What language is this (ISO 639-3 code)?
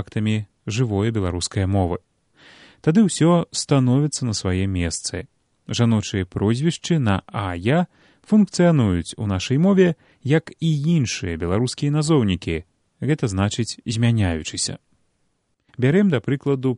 bel